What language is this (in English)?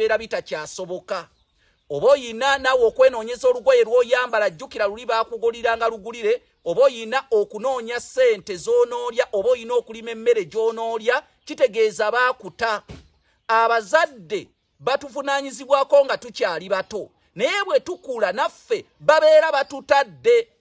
Ganda